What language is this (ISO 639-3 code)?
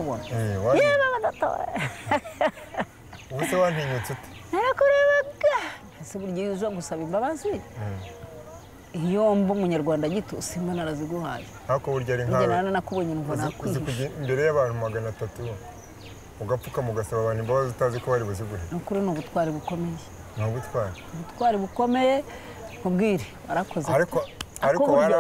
kin